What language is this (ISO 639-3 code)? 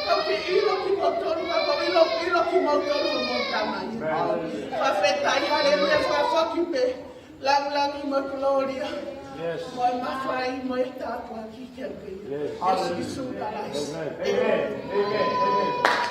ton